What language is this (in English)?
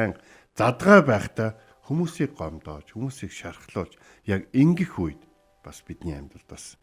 Mongolian